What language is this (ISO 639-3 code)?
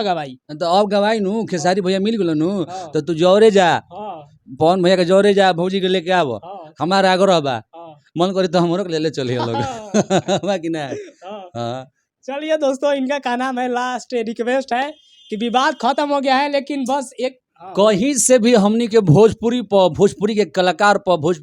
bho